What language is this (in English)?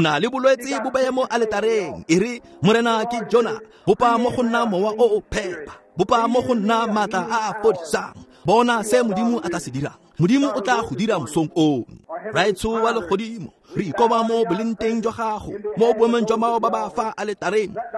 Tswana